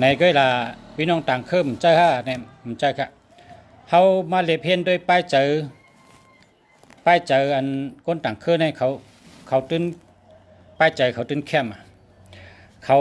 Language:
Shan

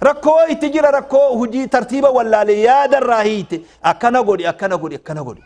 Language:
Oromo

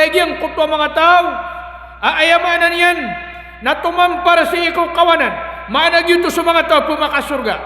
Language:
Maranao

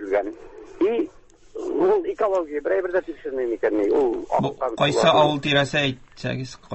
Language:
Tatar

